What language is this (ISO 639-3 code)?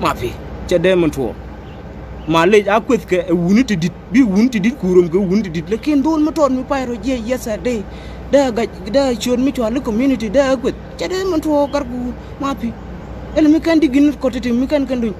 nus